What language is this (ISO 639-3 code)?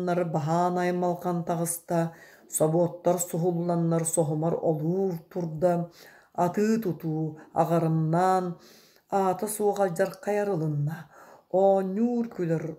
sah